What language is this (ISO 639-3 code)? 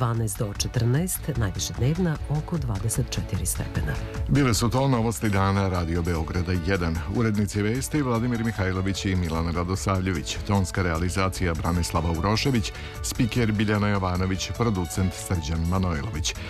srp